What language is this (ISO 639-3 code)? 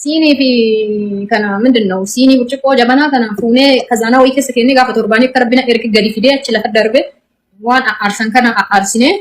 orm